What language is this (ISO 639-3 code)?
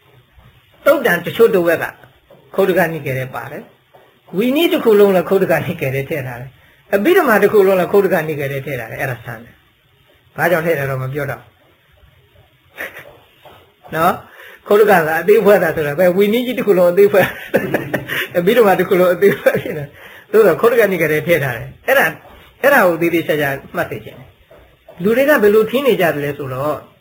mya